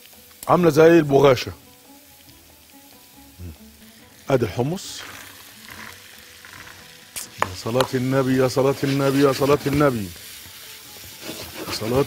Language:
Egyptian Arabic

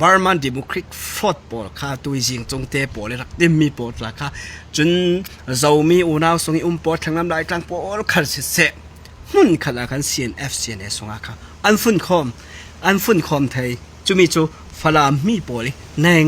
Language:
Falam Chin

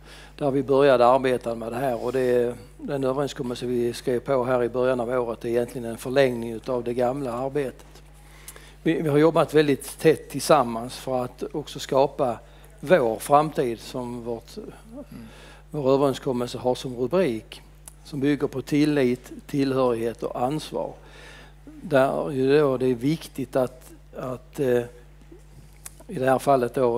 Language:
Swedish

